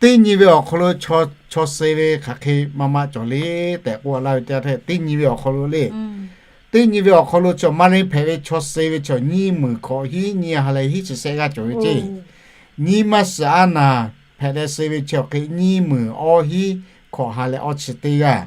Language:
Lahu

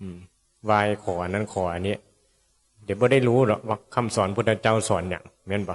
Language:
Northeastern Thai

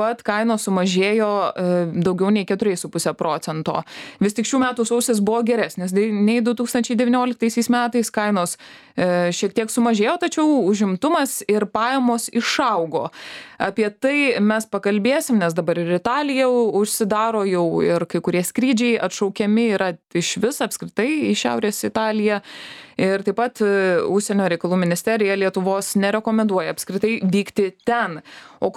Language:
Lithuanian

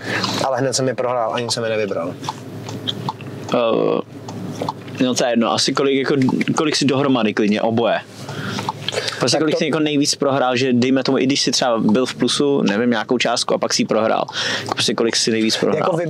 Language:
Czech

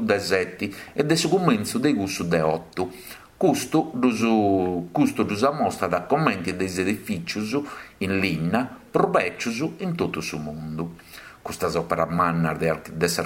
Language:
Sardinian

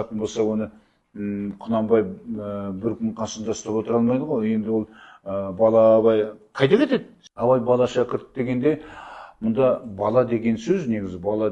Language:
Kazakh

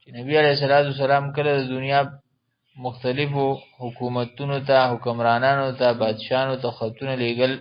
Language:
Pashto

